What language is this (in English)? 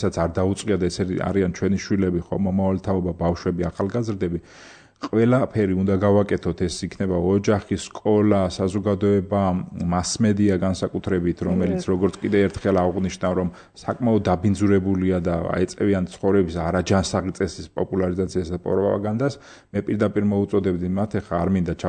Georgian